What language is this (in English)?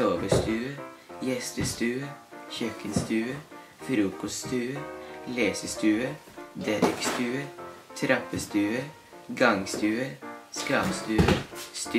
Norwegian